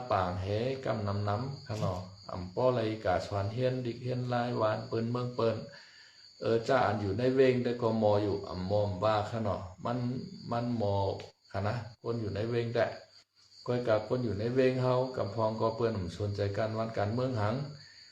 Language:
Shan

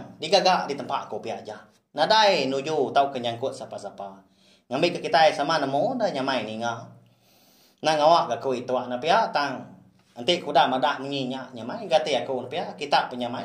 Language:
Iban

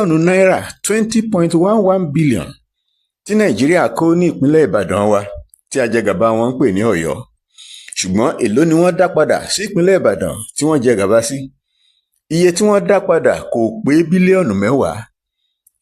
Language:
Yoruba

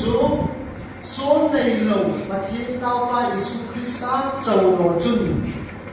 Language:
Hmar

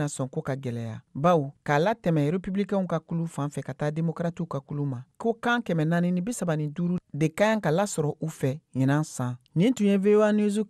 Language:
Bambara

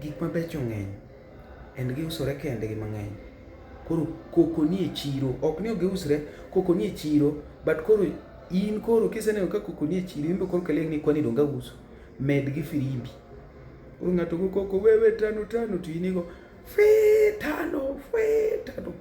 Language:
Luo (Kenya and Tanzania)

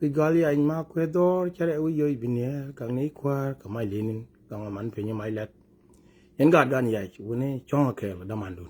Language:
Nuer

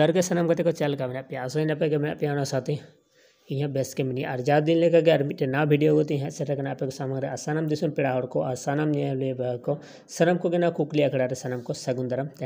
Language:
Santali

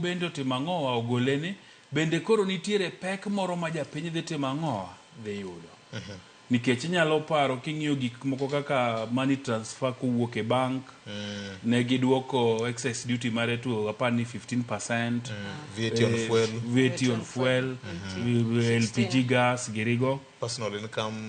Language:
Luo (Kenya and Tanzania)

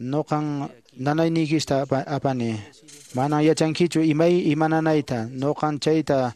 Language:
Quechua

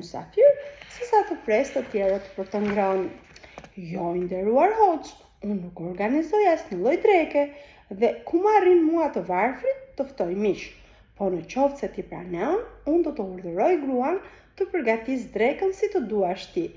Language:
Albanian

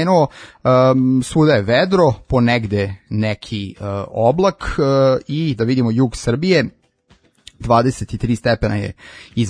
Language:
Serbian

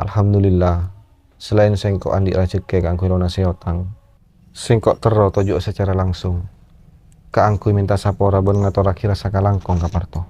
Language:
Madurese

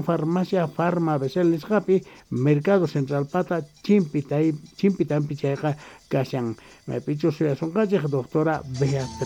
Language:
South Bolivian Quechua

